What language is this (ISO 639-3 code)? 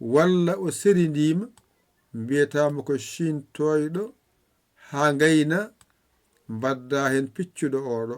ful